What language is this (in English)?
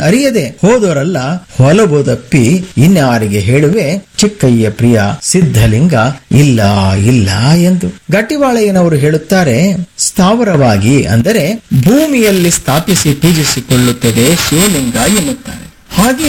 Kannada